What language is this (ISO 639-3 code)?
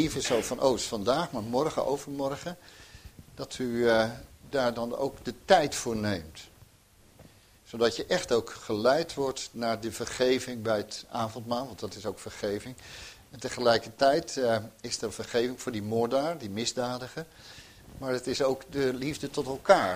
nld